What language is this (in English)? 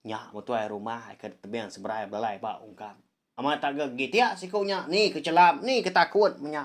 Iban